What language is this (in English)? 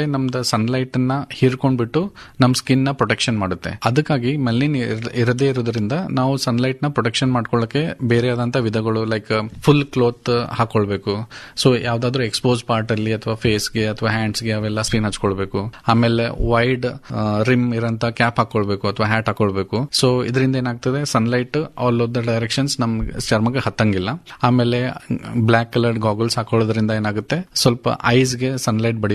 Kannada